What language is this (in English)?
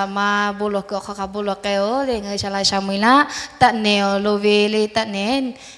Lahu